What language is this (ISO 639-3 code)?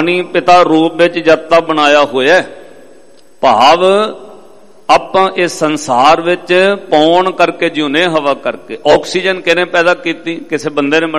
pan